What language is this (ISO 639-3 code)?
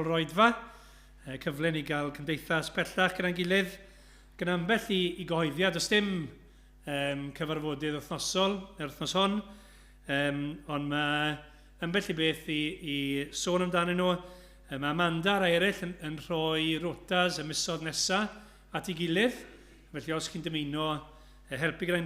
cym